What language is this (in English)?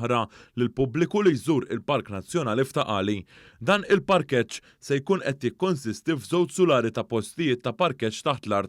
Maltese